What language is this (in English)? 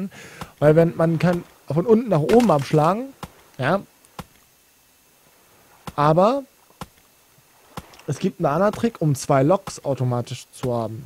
German